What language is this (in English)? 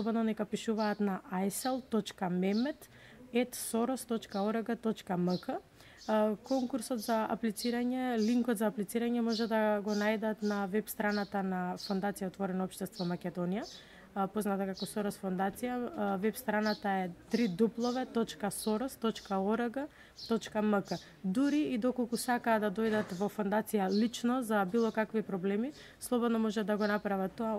Macedonian